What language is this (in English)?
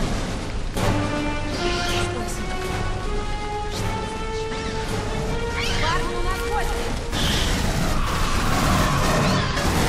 Russian